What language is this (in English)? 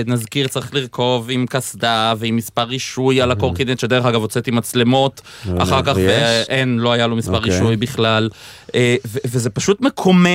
Hebrew